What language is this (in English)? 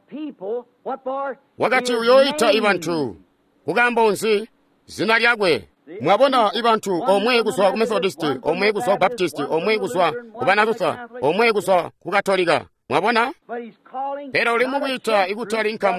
Tonga (Zambia)